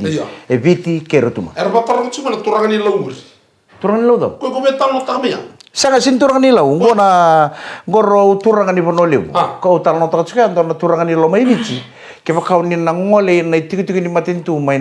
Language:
Fijian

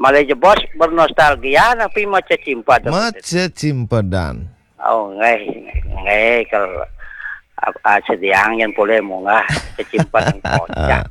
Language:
Balinese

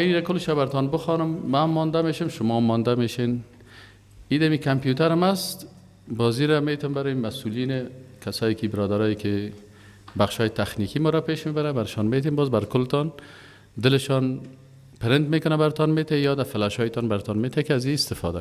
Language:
Persian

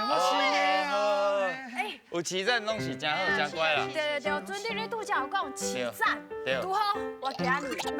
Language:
Min Nan Chinese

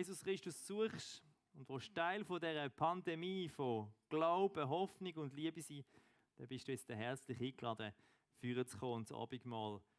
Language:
Swiss German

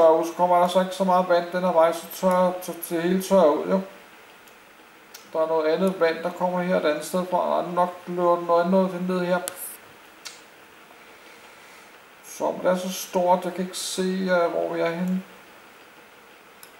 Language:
Danish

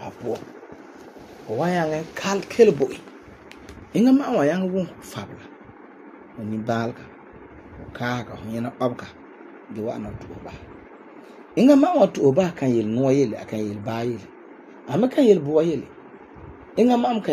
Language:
Frafra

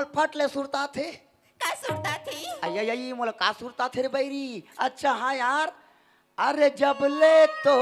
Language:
Chhattisgarhi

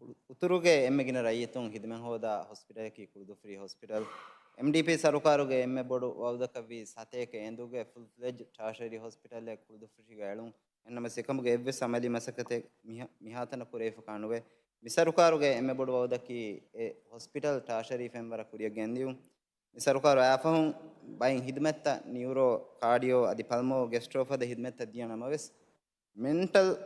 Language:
Divehi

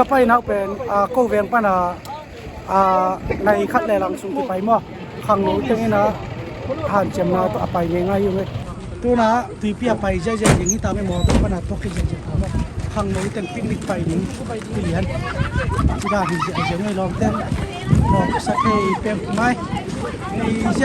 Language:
Tedim Chin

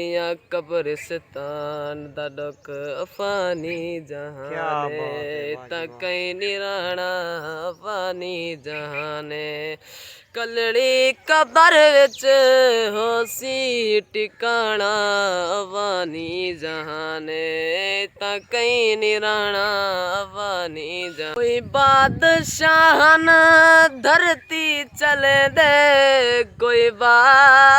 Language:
Saraiki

